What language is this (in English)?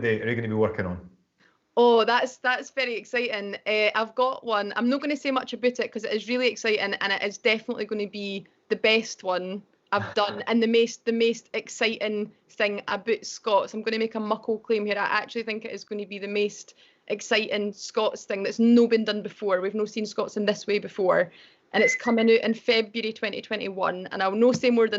Scots